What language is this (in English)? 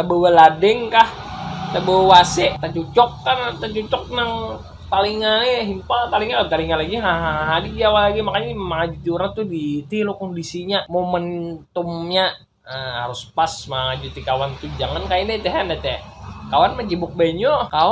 Banjar